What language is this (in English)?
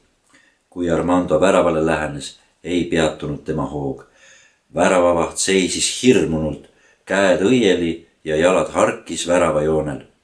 Estonian